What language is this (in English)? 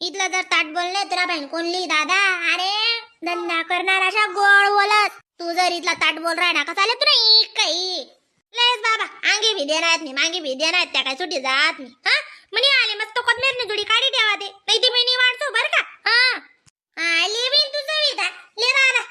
Khandesi